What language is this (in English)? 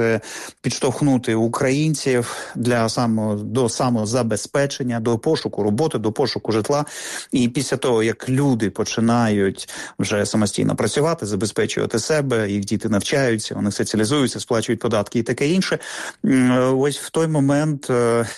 Ukrainian